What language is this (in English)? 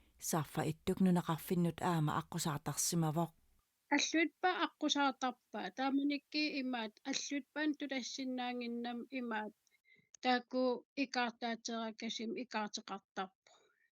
Kalaallisut